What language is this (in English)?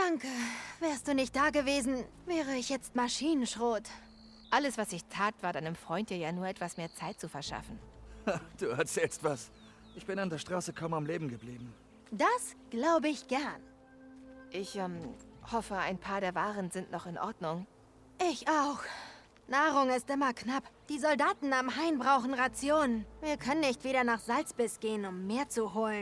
Bavarian